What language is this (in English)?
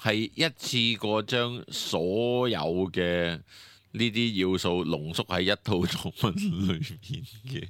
Cantonese